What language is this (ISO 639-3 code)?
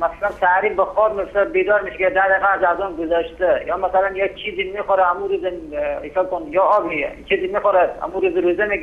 fas